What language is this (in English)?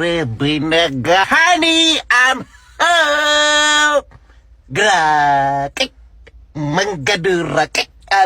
Amharic